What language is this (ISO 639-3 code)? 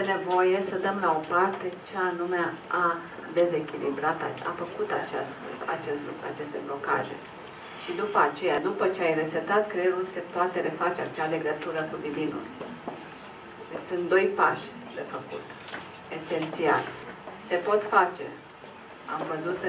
ron